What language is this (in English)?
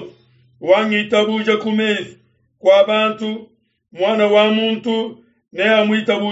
Luba-Lulua